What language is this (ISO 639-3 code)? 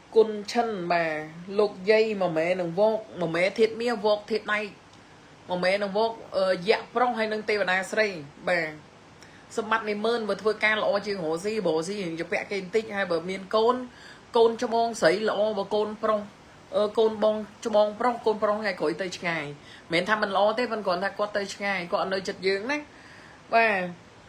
khm